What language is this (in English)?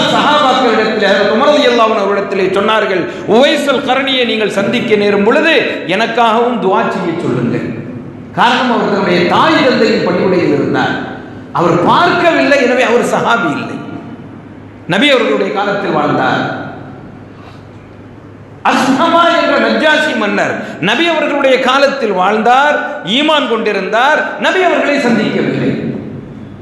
Tamil